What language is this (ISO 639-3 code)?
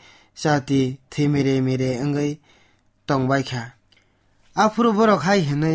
trp